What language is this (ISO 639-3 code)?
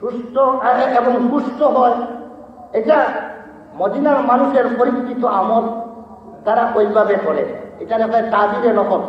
syl